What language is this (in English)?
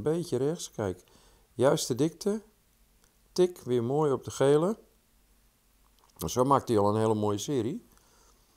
Dutch